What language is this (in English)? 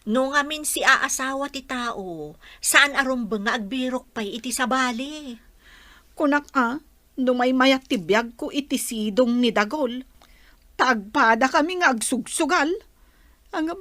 Iloko